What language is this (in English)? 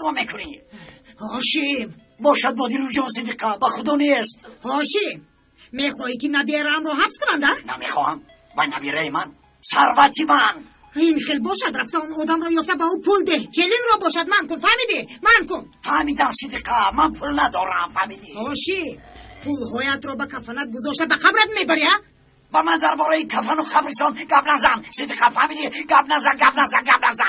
Tajik